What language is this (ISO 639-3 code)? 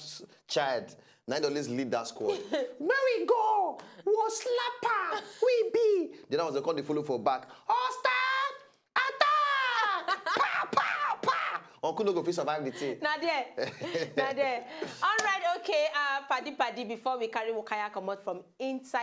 pcm